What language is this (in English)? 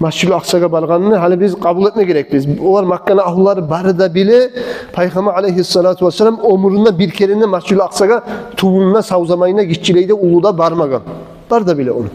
Kumyk